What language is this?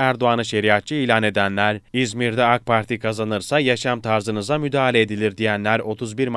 Turkish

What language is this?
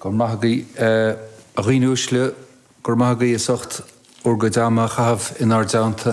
Irish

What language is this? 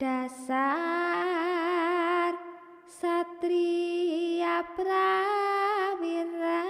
Javanese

